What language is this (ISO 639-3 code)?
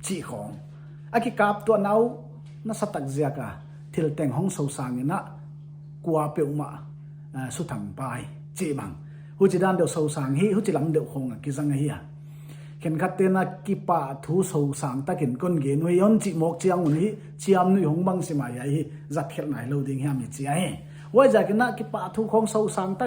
pck